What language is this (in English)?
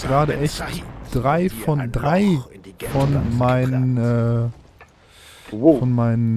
German